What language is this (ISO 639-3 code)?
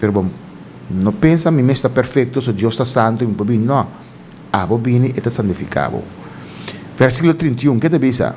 pap